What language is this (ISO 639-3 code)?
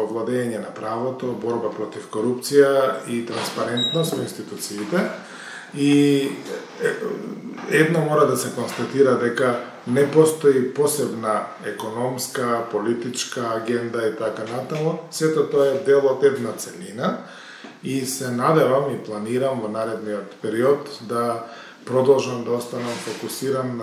mkd